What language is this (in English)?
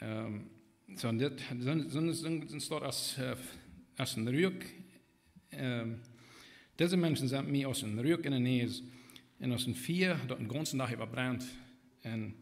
Plautdietsch